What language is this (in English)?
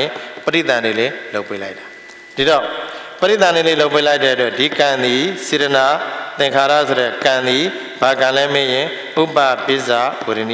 Burmese